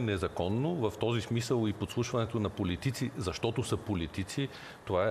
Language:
Bulgarian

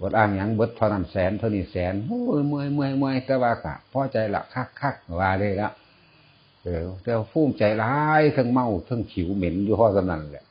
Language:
Northeastern Thai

